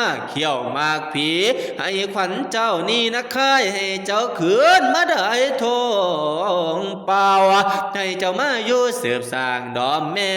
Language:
Northeastern Thai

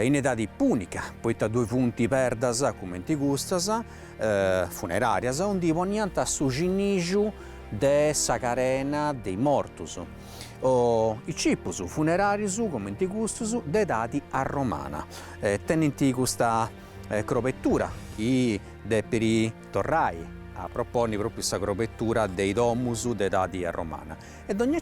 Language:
Sardinian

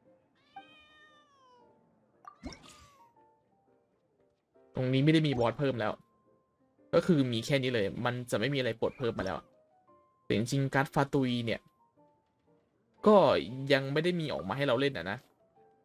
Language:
Thai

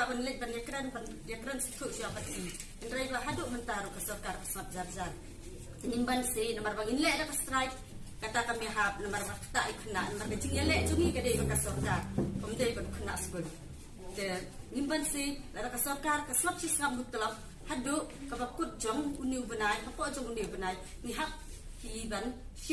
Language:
Khasi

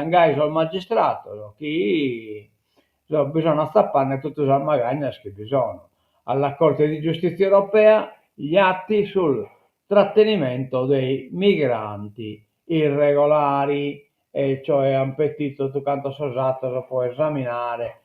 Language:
Sardinian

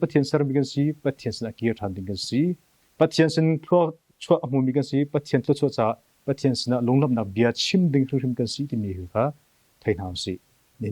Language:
Hakha Chin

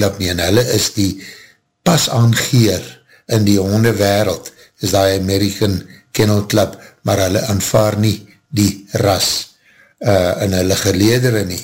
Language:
Afrikaans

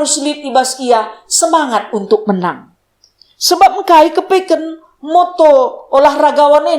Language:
Batak Karo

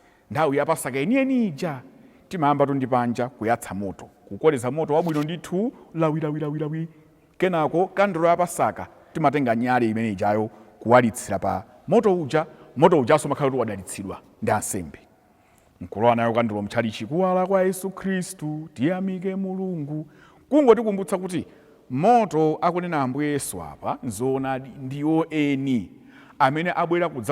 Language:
Nyanja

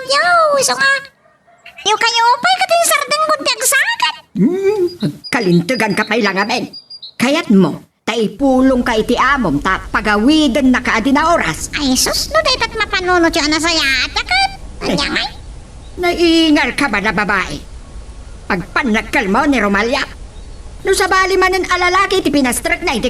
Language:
Iloko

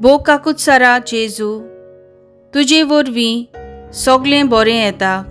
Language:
Konkani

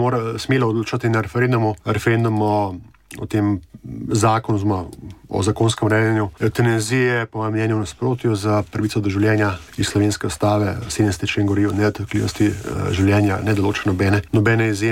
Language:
Slovenian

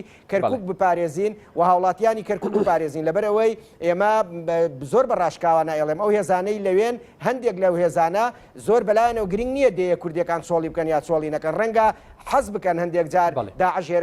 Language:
Central Kurdish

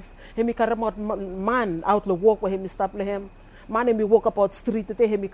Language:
Bislama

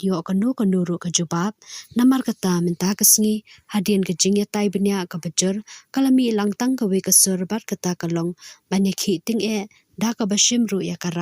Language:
Khasi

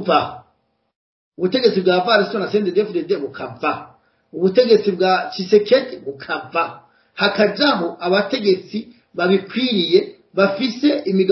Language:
Rundi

